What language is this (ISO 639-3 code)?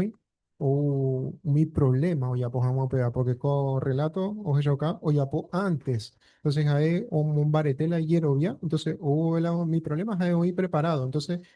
grn